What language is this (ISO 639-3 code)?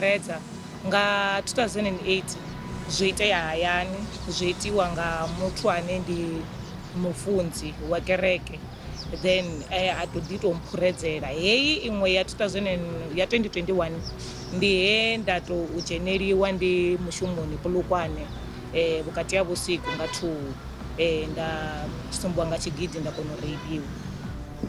ven